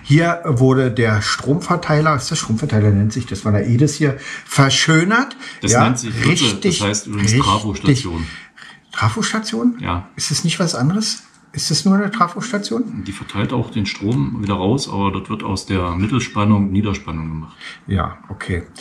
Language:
German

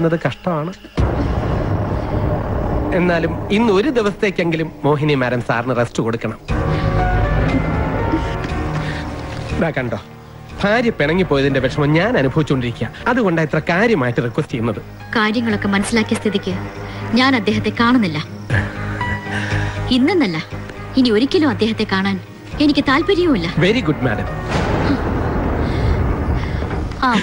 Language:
Malayalam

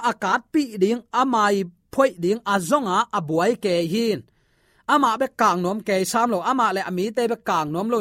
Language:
Tedim Chin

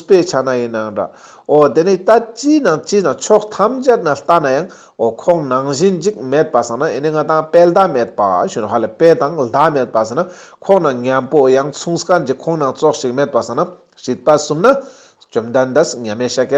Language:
Ladakhi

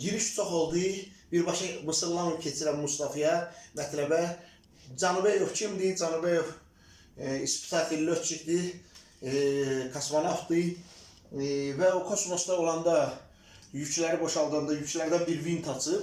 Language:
Azerbaijani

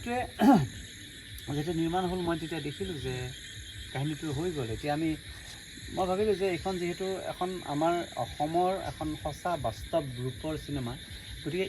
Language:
Assamese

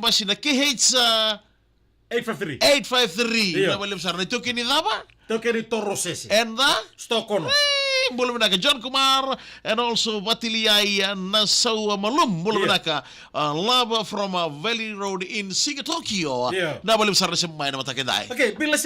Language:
Fijian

